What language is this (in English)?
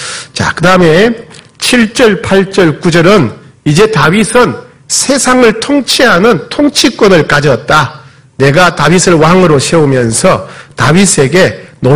Korean